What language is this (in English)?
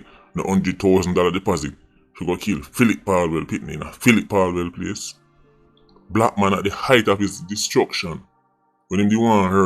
Jamaican Creole English